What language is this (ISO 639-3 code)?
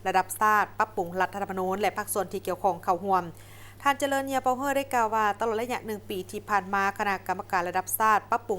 lao